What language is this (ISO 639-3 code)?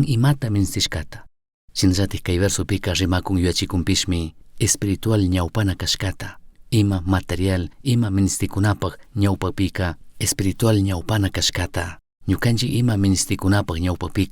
qug